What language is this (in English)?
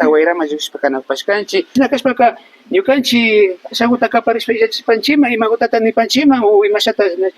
Imbabura Highland Quichua